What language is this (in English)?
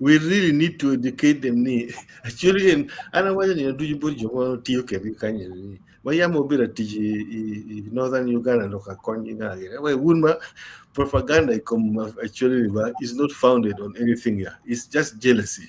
Acoli